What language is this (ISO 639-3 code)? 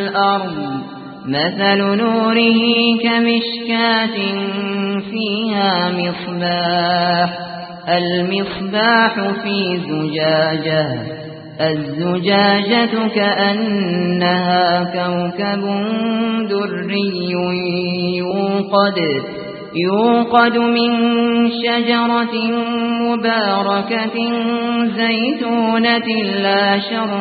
ara